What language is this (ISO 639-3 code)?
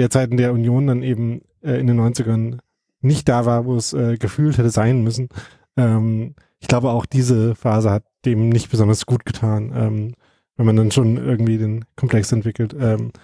deu